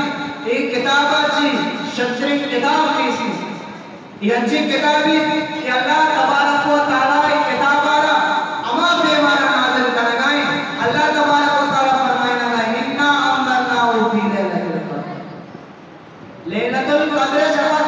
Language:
Eastern Balochi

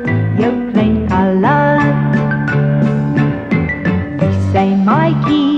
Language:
Afrikaans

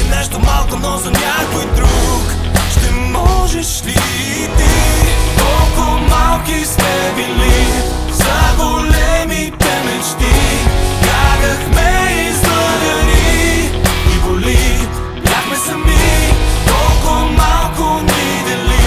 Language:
Bulgarian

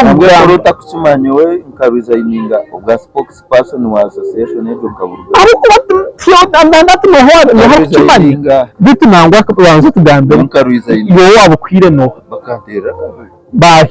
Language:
Nyankole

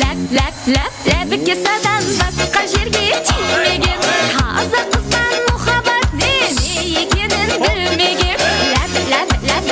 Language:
Kara-Kalpak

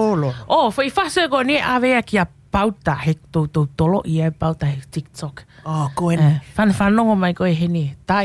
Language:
Tongan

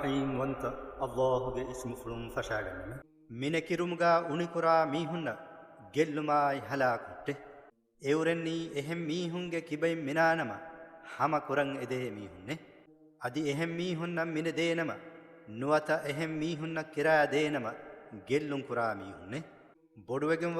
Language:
Divehi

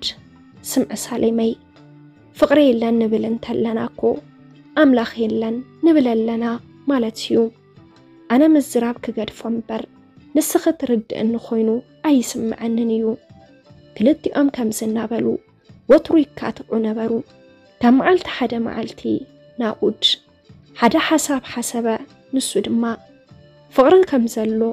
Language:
Tigrinya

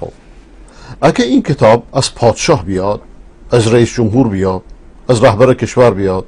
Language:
Persian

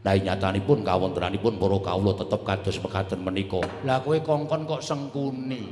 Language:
Javanese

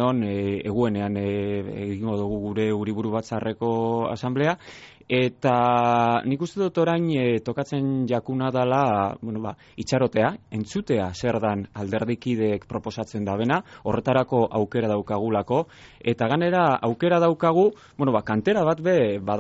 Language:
Basque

